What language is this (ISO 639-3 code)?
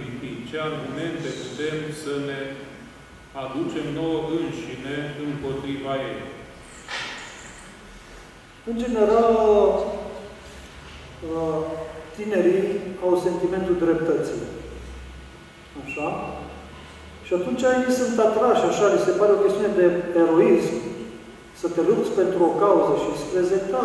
ron